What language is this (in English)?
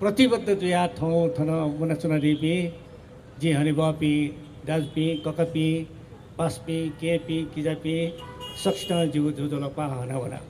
Newari